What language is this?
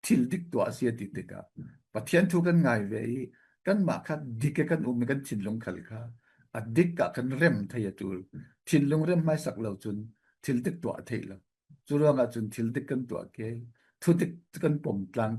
Falam Chin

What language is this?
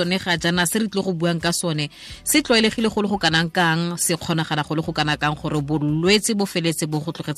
Tswana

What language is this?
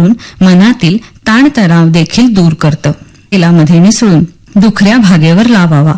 Marathi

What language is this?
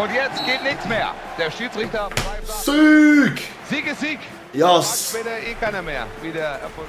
Swiss German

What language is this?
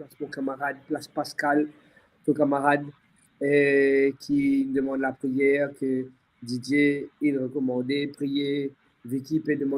Morisyen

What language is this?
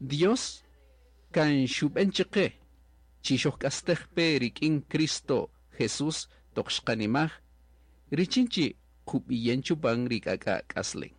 Kaqchikel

